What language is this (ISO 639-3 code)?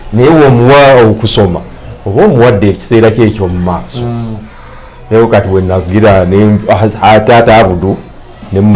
lug